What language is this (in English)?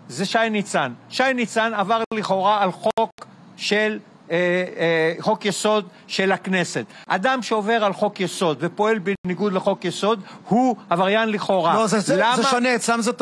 Hebrew